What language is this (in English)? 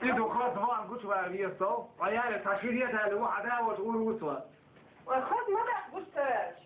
Chechen